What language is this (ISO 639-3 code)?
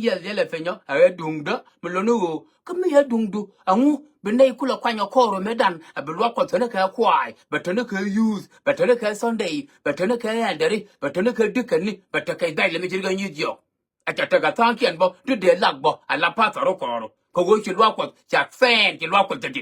nus